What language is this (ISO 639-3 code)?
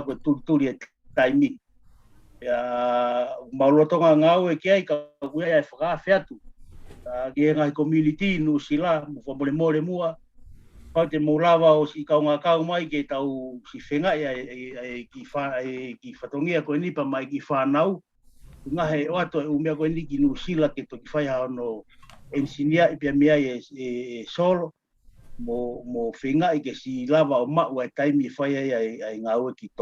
ton